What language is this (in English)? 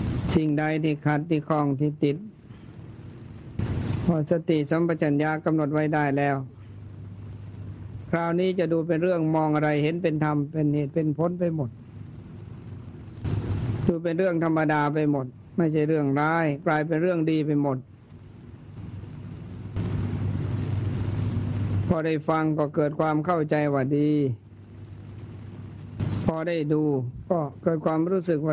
Thai